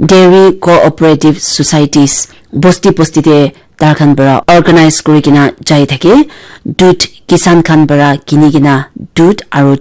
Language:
Naga Pidgin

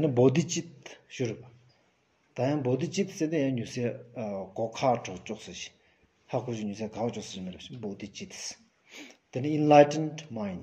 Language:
Stod Bhoti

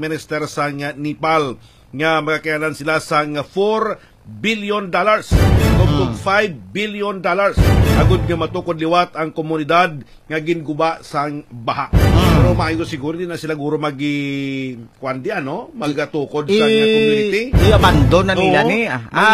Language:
Hiligaynon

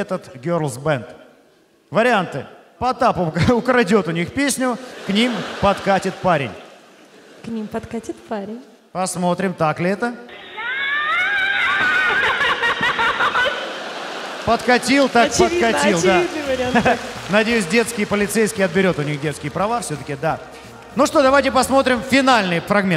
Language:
Russian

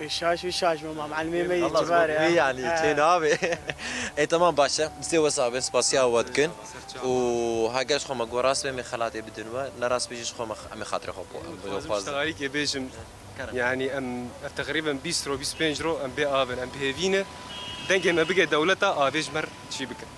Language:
Kurdish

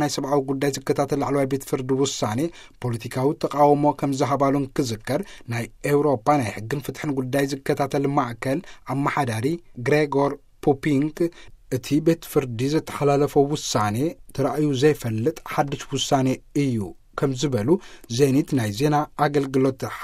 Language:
Tigrinya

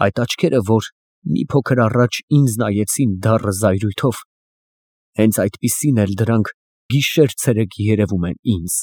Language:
Armenian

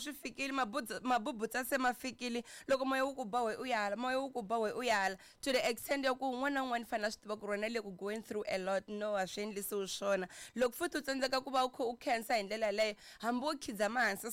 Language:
Tsonga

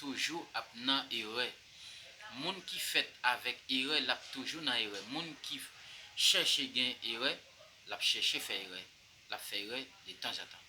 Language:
Haitian Creole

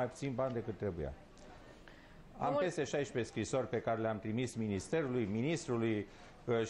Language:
Romanian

